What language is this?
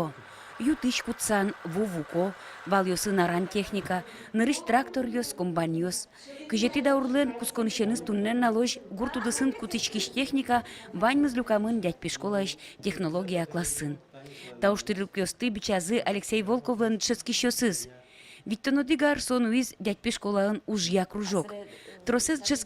Udmurt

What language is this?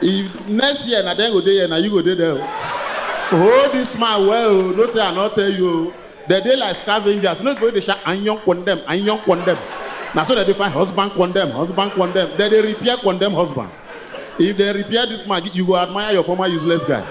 Nigerian Pidgin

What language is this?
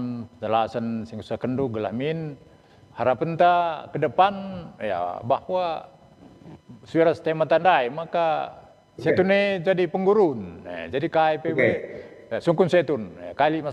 Batak Karo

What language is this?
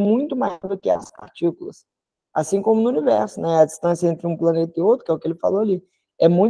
Portuguese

